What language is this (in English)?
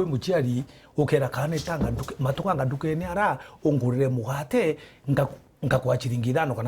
Meru